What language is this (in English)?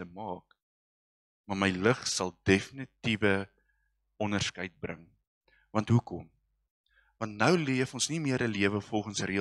Afrikaans